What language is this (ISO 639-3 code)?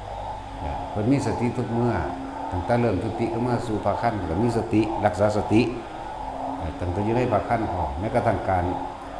tts